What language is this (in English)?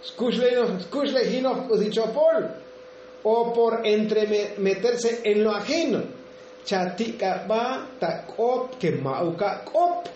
Tzotzil